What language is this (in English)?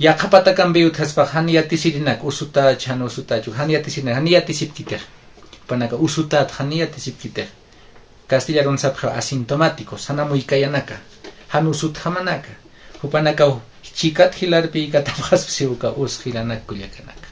Aymara